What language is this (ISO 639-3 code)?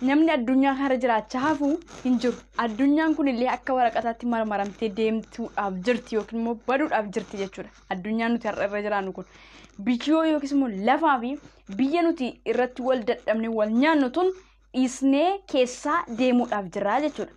orm